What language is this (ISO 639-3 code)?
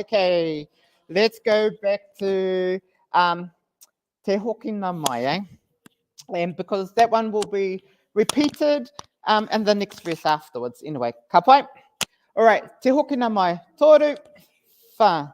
mri